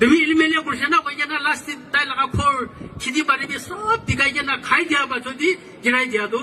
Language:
Naga Pidgin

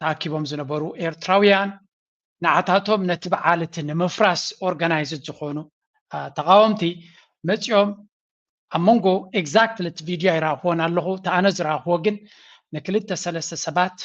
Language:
Tigrinya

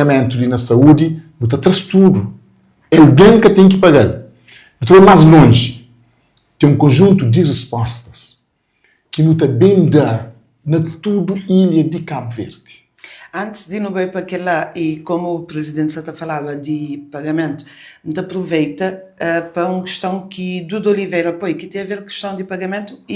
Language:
Kabuverdianu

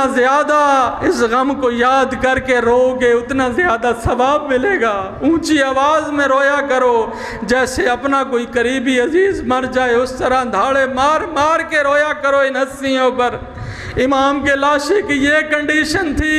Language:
Urdu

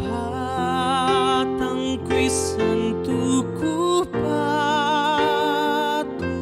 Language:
Toraja-Sa'dan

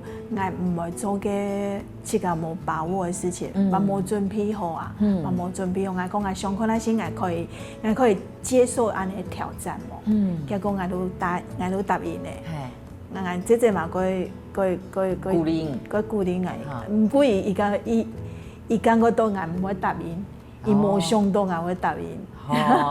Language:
Hakka Chinese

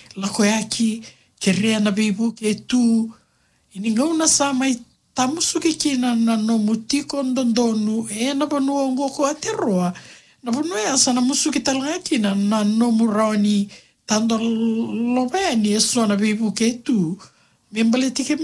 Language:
Fijian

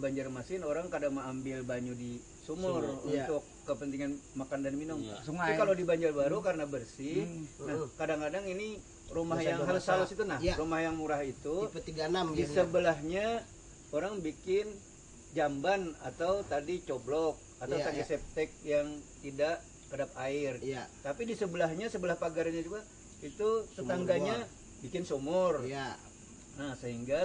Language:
Banjar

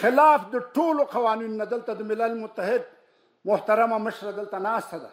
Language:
Pashto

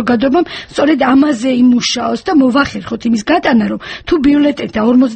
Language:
Georgian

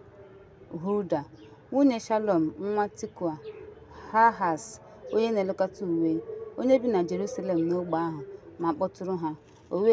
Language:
Igbo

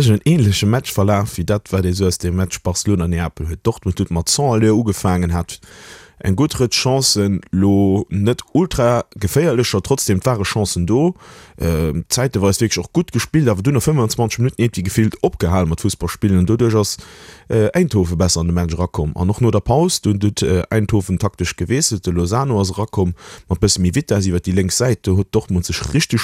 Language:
Luxembourgish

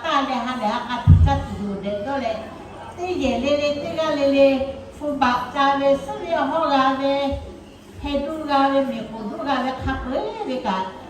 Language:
Lahu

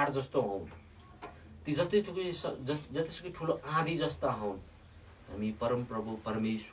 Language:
Nepali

